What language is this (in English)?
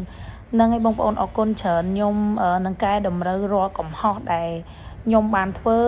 Khmer